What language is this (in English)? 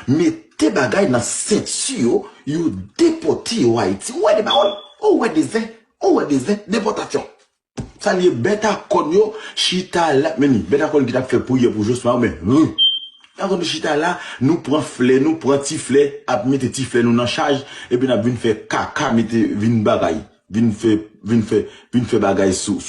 Haitian Creole